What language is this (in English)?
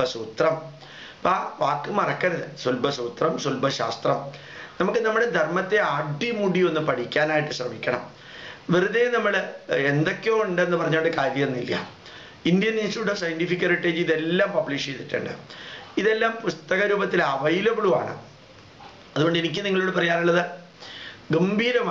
Malayalam